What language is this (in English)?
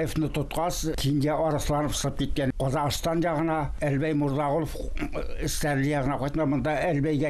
Bashkir